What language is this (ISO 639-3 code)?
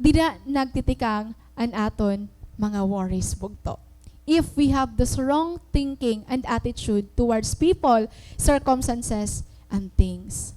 war